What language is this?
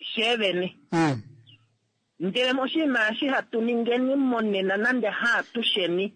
Kuanyama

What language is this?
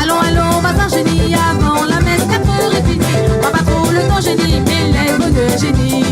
Réunion Creole French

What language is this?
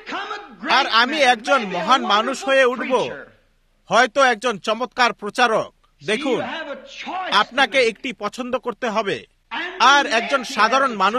Bangla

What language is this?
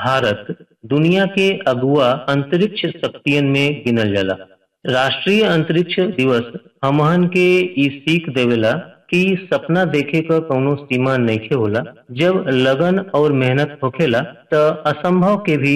Bhojpuri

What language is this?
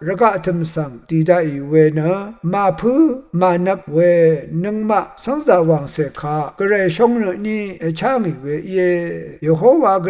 Rawang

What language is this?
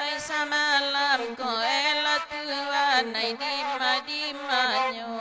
Minangkabau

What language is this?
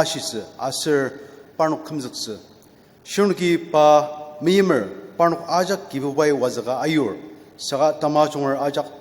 Ao Naga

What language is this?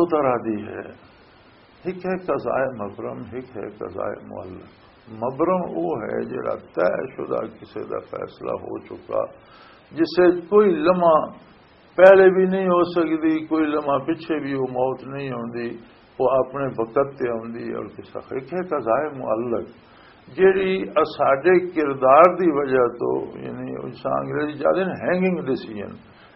Western Panjabi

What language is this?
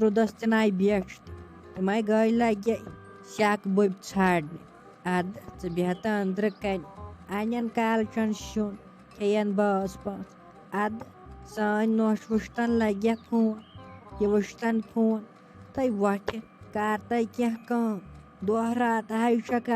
Kashmiri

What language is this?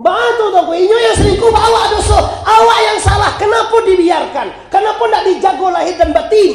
Minangkabau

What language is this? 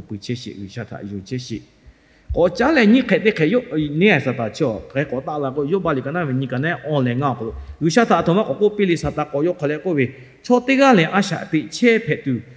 Lahu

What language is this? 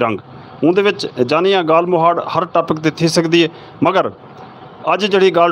Saraiki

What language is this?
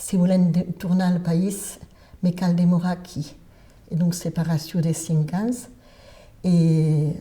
Occitan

